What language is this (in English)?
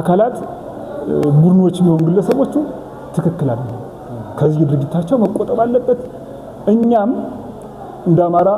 Amharic